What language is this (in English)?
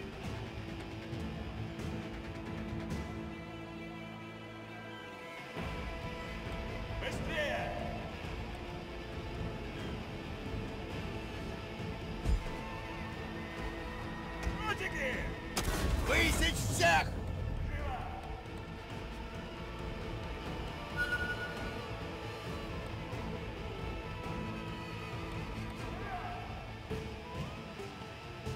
Russian